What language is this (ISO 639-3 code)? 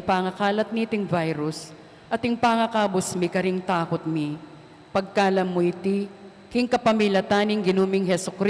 pam